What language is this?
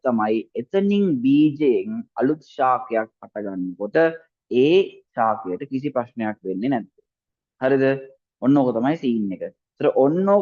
Sinhala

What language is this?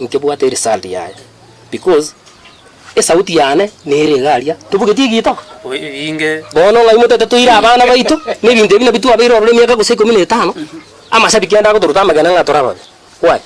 Gusii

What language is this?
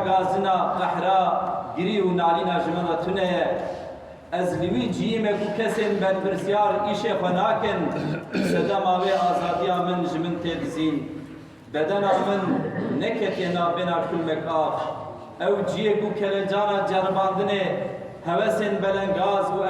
Kurdish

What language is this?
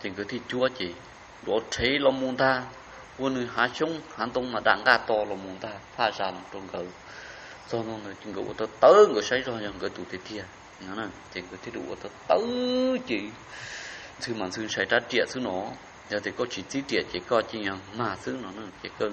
Hmong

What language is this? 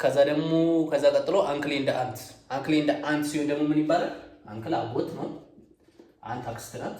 Amharic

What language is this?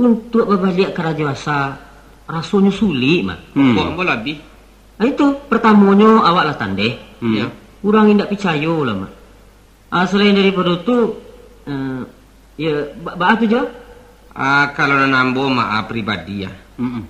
Minangkabau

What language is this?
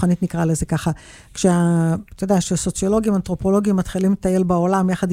Hebrew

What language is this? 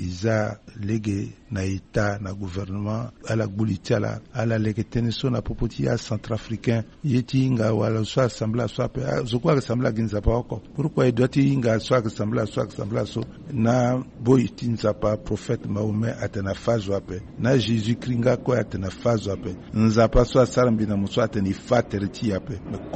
Sango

